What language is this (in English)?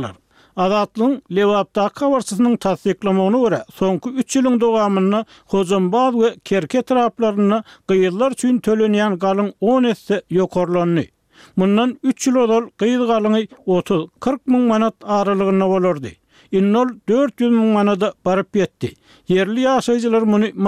Turkmen